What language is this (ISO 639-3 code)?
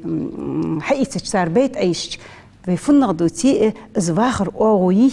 inh